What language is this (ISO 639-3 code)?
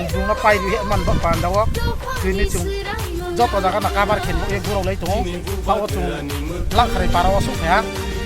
trp